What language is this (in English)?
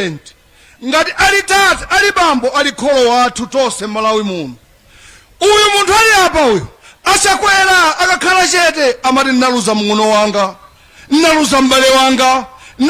Nyanja